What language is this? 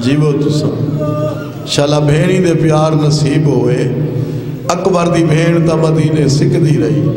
Saraiki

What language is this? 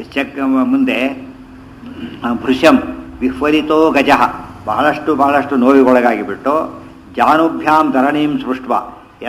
Kannada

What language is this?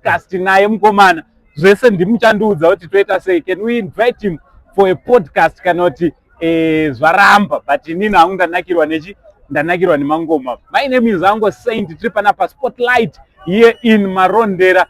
Shona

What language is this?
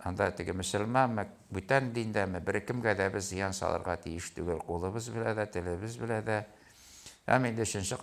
Tatar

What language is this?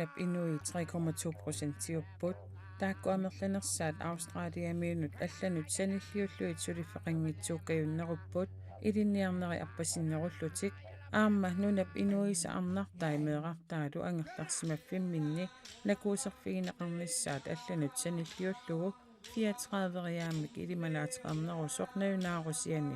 Kalaallisut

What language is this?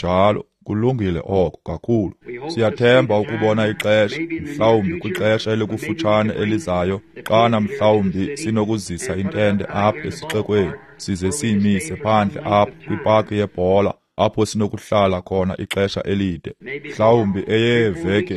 Xhosa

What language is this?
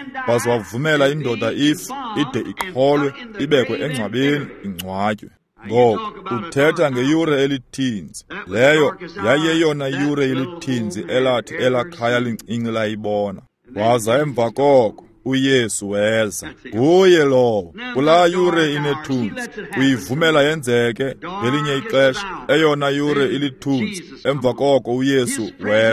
Xhosa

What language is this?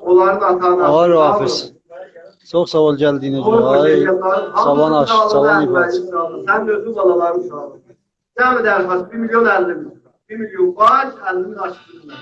South Azerbaijani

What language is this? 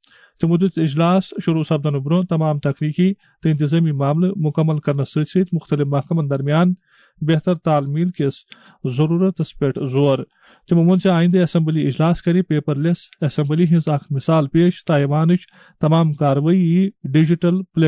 Kashmiri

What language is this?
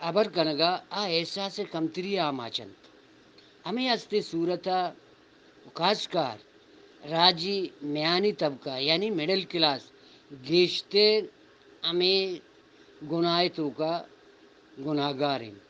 Eastern Balochi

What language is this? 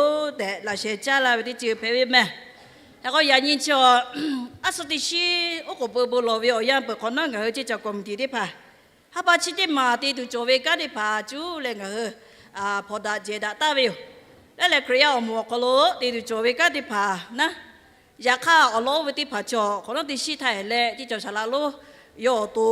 Lahu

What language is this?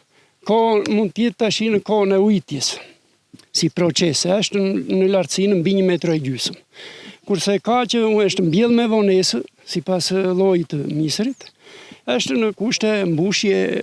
Albanian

